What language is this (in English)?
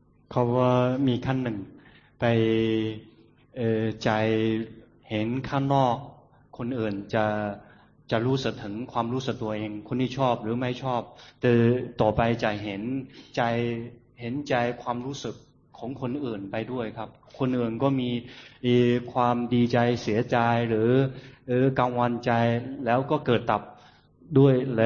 Thai